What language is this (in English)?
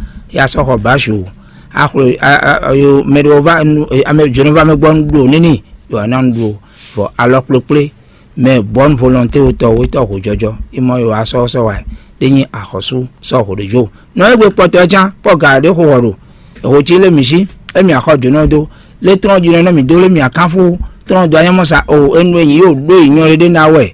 Fon